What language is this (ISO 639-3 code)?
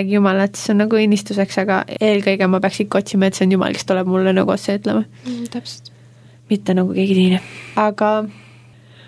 est